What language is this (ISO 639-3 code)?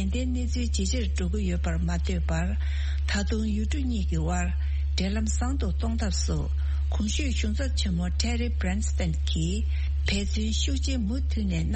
bod